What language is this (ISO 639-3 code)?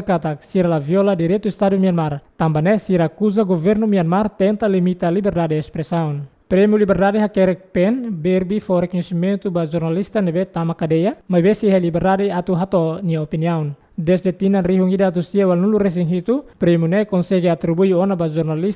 tet